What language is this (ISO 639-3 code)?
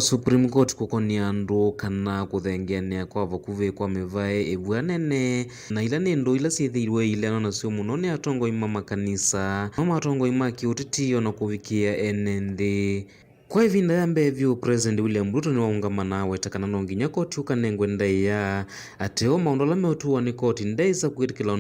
kam